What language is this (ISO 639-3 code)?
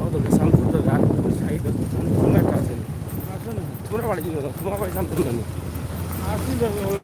syl